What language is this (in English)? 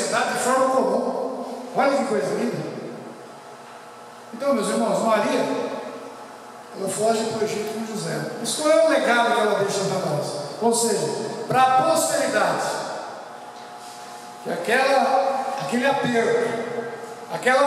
Portuguese